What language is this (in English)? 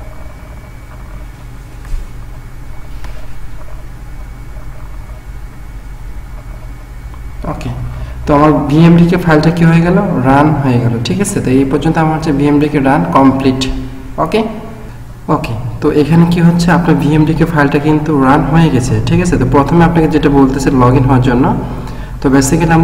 Bangla